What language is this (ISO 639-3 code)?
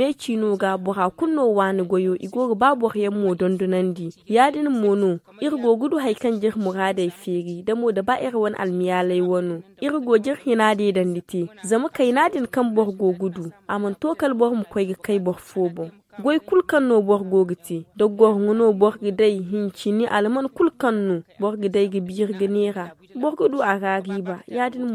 dje